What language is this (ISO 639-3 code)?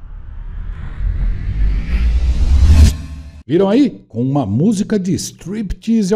por